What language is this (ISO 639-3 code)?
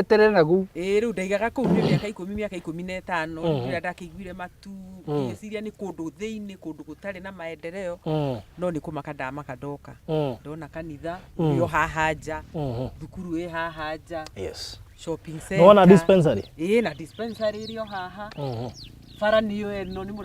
kik